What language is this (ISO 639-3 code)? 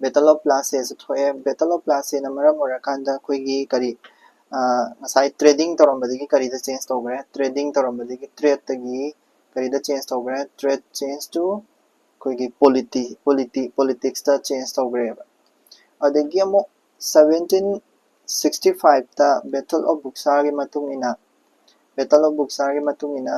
mni